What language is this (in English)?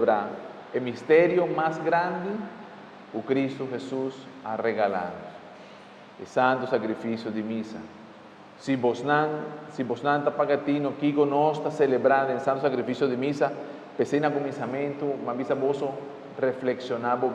Papiamento